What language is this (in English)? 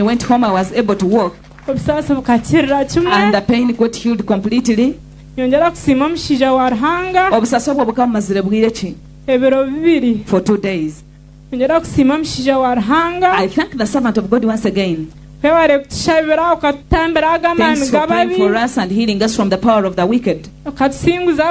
Nyankole